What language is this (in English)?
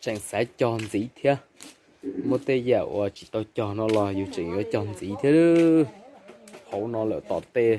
Hmong